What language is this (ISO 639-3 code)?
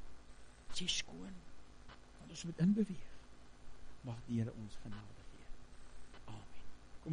afr